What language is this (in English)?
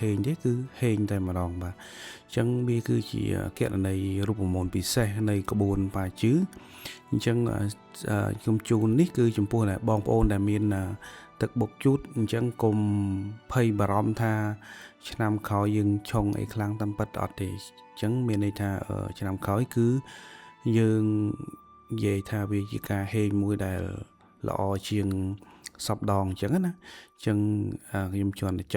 Khmer